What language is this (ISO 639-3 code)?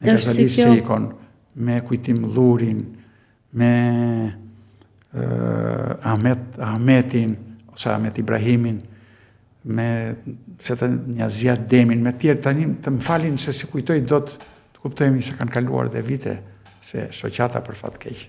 sqi